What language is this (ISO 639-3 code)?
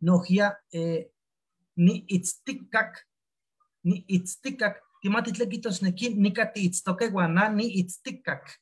nhe